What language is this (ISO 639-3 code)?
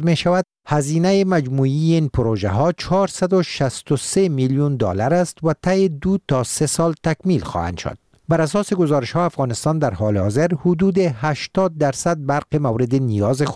fas